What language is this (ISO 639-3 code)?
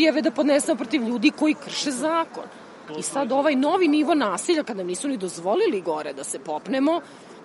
srp